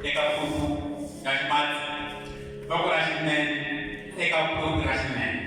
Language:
Tsonga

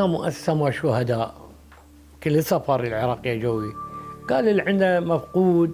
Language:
Mesopotamian Arabic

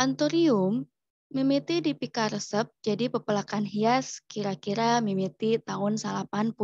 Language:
Sundanese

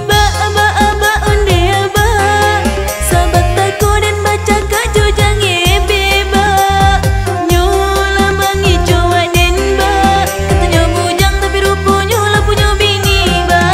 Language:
Minangkabau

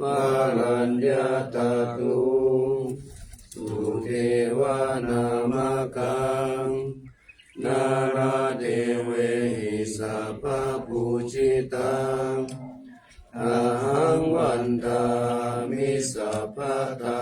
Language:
Pali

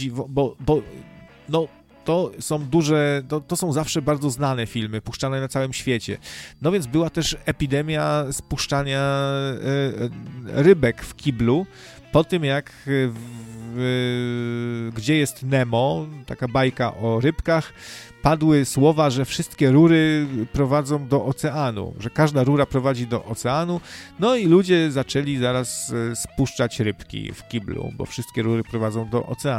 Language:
Polish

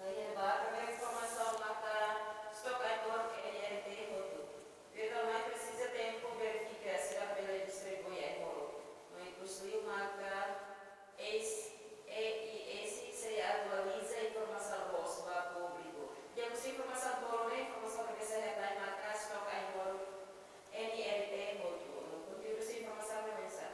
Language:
Tetum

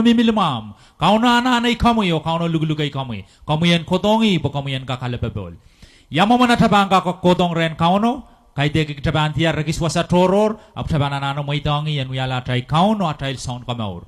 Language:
Pohnpeian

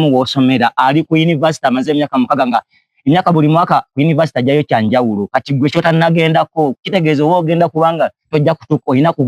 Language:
Ganda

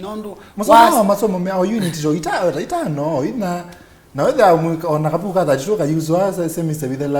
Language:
Kamba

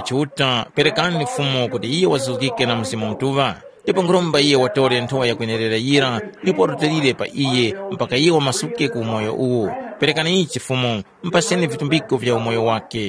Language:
Tumbuka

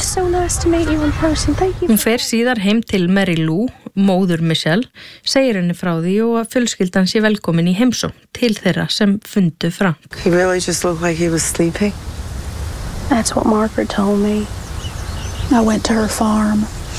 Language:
Icelandic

